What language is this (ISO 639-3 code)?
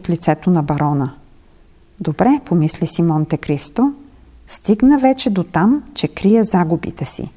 bul